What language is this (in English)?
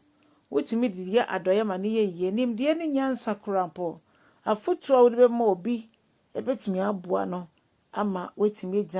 Akan